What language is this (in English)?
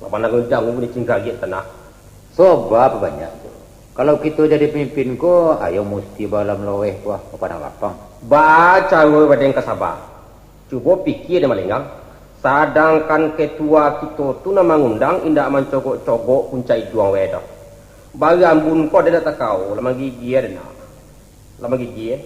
Minangkabau